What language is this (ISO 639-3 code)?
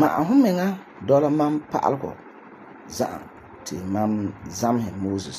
gur